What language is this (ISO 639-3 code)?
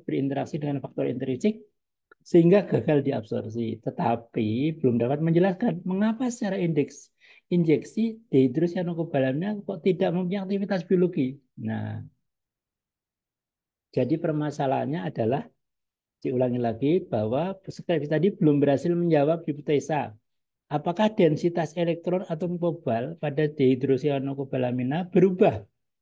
ind